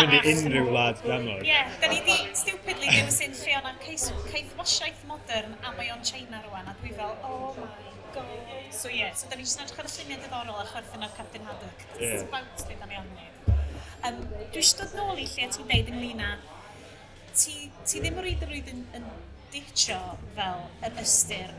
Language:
Welsh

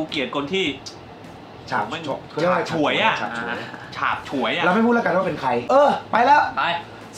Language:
Thai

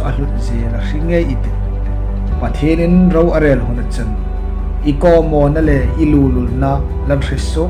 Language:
Hmar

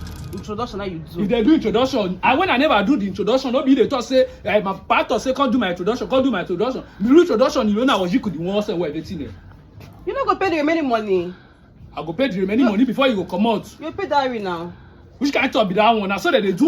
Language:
Nigerian Pidgin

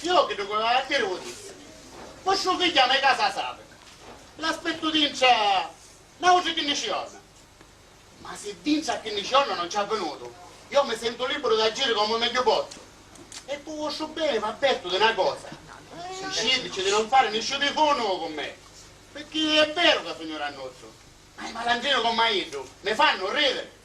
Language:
Sicilian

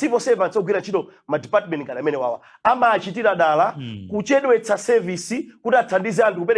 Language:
Nyanja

